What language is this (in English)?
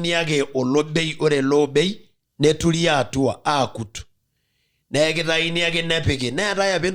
Masai